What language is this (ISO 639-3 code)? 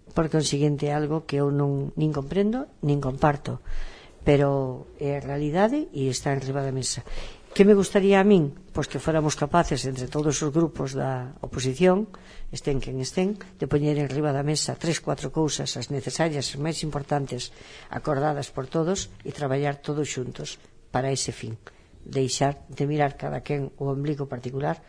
glg